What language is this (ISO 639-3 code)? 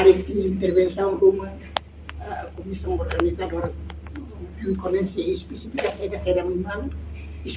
tet